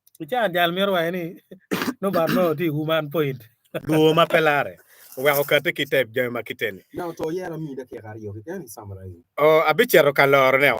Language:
Acoli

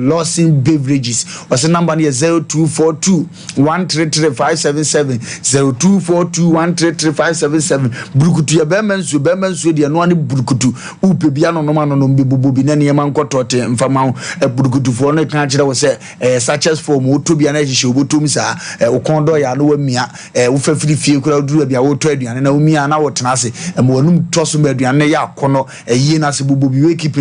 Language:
Akan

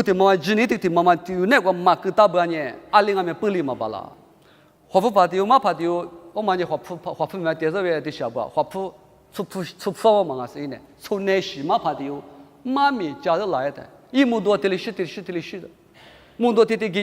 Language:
Lisu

